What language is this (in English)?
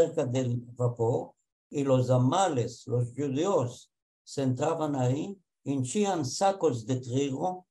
Ladino